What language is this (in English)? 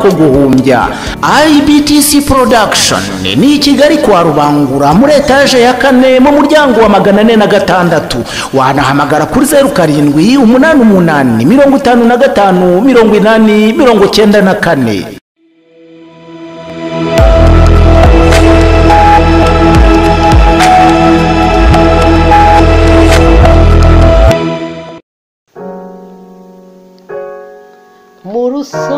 Kinyarwanda